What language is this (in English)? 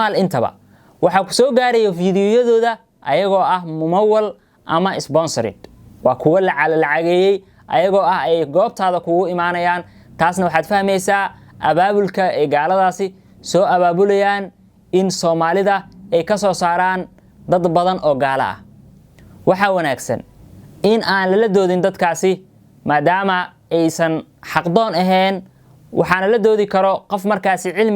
Somali